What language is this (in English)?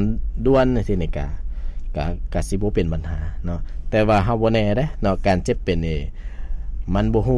Lao